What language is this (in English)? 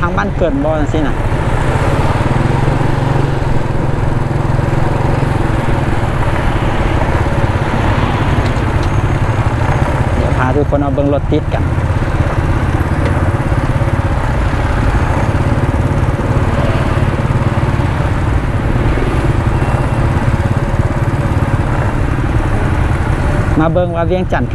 Thai